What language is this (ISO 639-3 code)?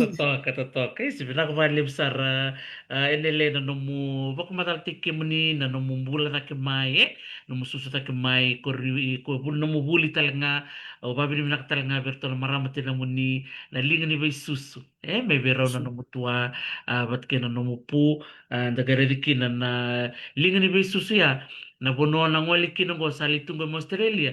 fij